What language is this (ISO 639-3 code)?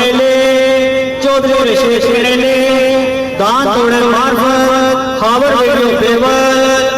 phr